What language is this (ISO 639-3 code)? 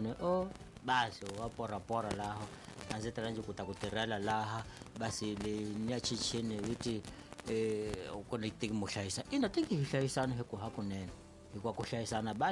tso